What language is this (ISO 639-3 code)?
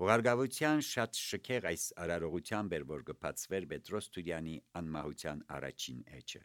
hye